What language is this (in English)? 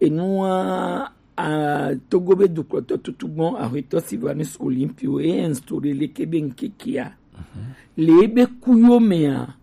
Gen